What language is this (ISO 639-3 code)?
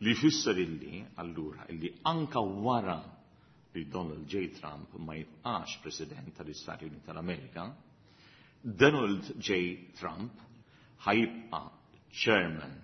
mlt